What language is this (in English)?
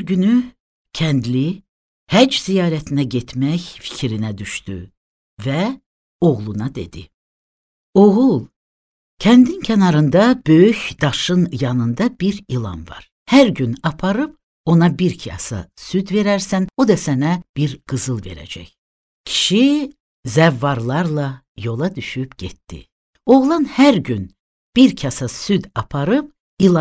Azerbaijani